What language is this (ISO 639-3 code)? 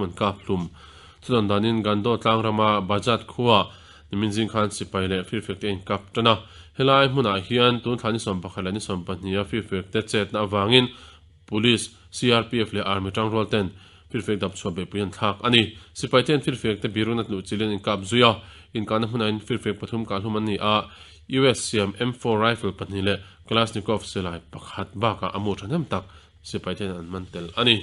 lus